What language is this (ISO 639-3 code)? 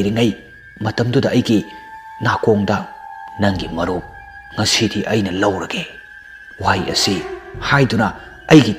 mni